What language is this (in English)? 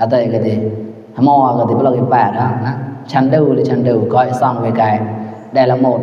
Mon